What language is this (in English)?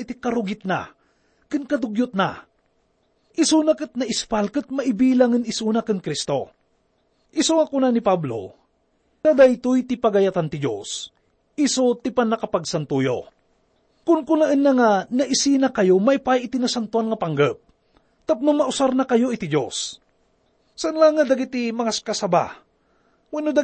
Iloko